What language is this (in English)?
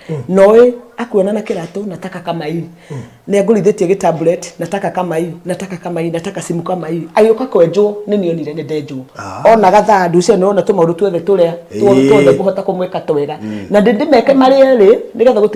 Kikuyu